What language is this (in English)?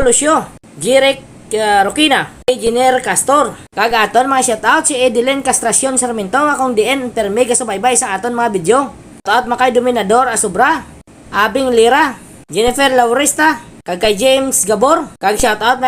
Hiligaynon